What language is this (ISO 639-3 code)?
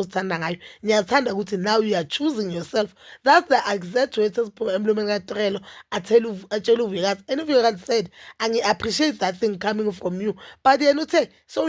zul